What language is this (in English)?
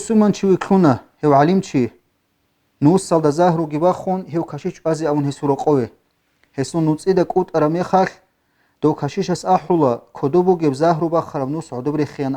Avaric